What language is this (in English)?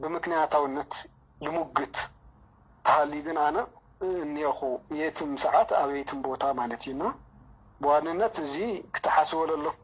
Tigrinya